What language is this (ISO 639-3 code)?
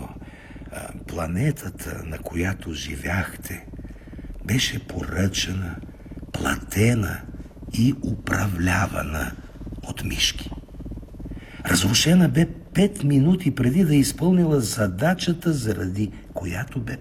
bul